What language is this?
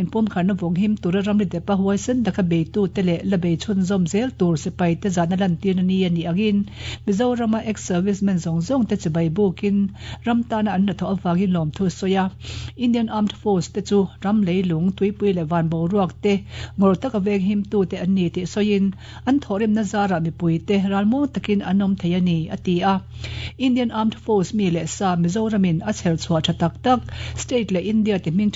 Mizo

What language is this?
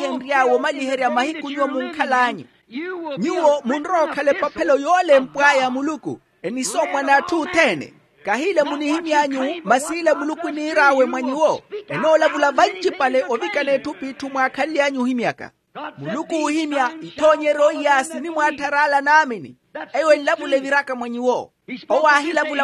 Makhuwa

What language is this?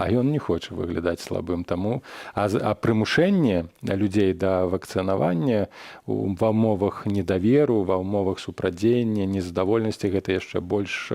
Belarusian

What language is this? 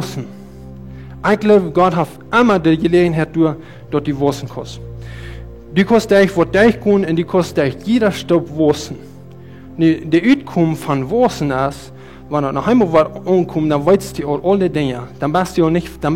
Plautdietsch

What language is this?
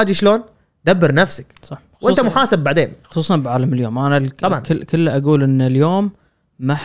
Gulf Arabic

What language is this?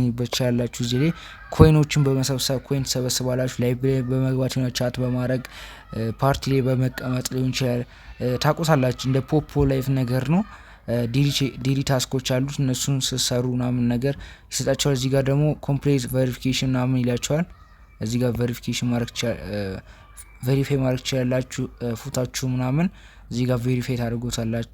Amharic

